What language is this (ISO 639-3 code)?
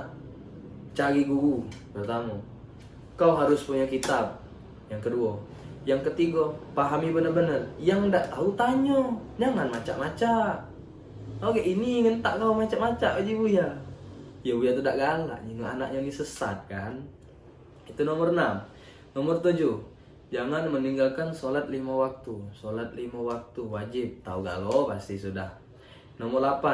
mui